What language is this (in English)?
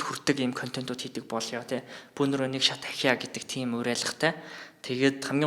Mongolian